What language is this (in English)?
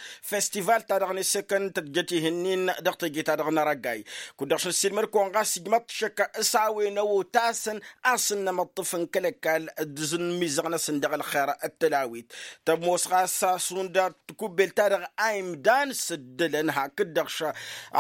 Tamasheq